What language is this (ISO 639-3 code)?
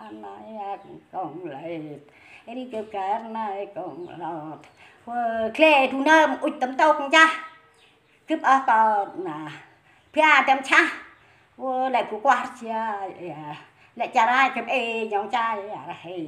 cmo